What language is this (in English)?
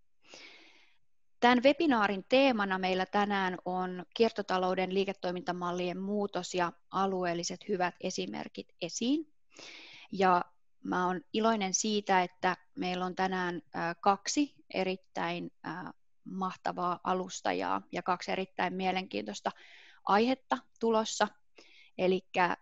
Finnish